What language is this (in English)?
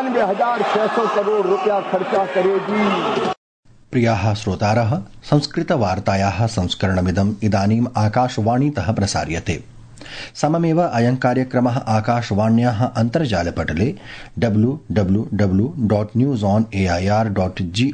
Sanskrit